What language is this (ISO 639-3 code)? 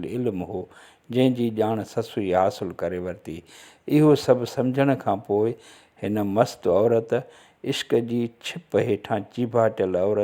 snd